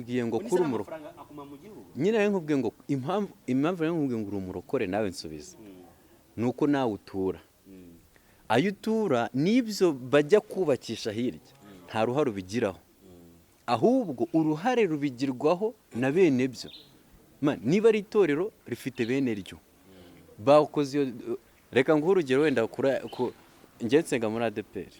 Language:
Kinyarwanda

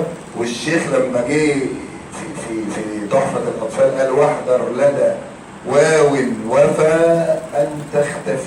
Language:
Egyptian Arabic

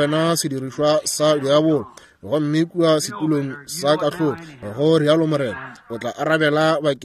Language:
Northern Sotho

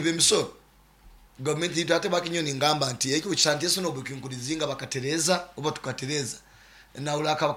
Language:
Nyankole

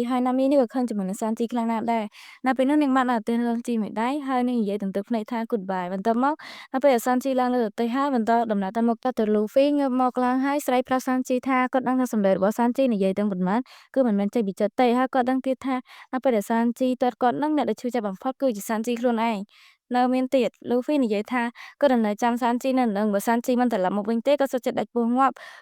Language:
Khmer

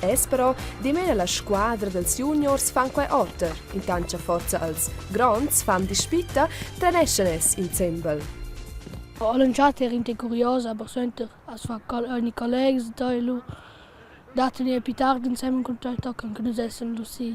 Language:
Romansh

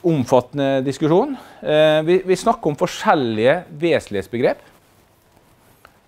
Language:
Norwegian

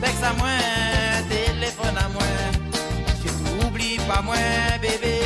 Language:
Morisyen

